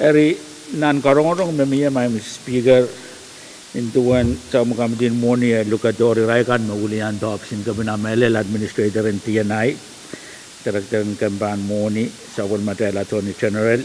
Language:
Pohnpeian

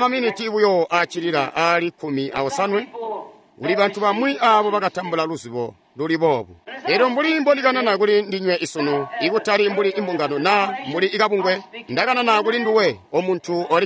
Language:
Tonga (Zambia)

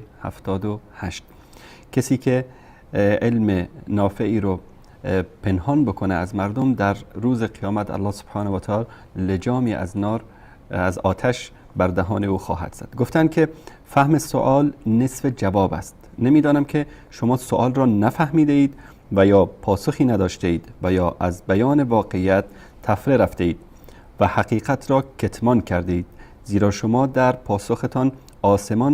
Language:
Persian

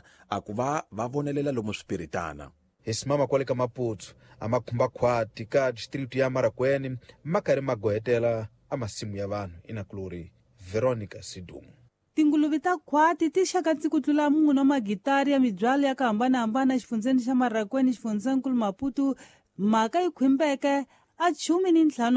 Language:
Tsonga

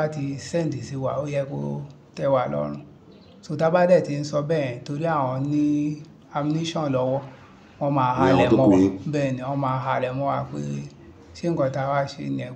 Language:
Yoruba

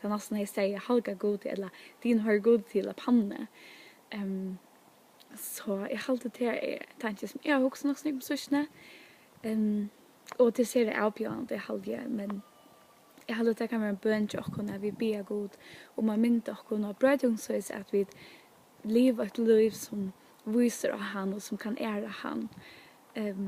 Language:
Faroese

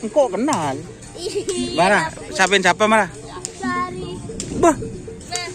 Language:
Madurese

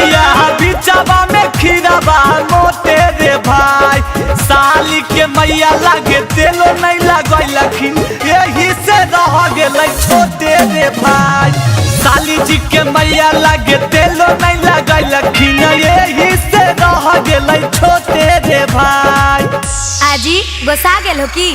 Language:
Magahi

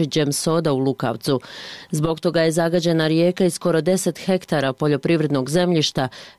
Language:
Bosnian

